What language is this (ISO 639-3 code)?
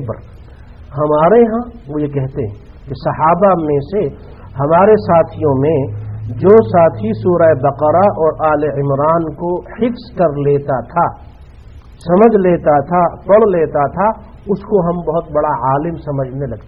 urd